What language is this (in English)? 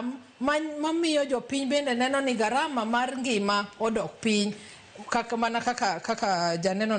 Luo (Kenya and Tanzania)